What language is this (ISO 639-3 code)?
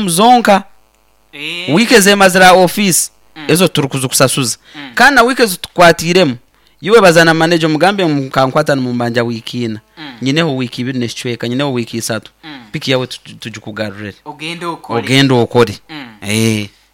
nyo